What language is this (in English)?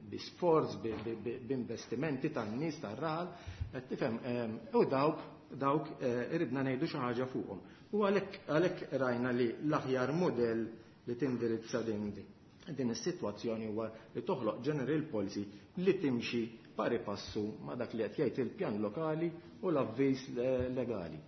Maltese